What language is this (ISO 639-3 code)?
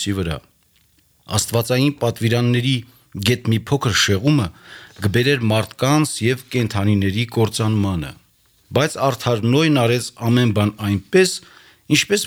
hye